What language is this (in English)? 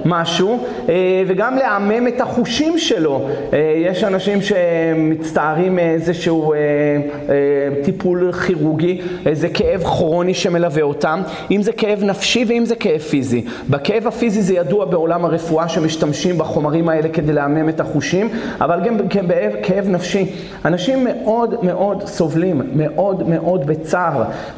Hebrew